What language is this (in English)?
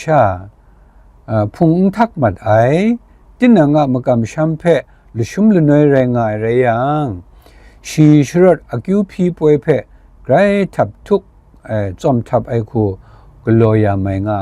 Kachin